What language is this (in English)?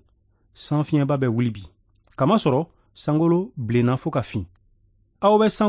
Bambara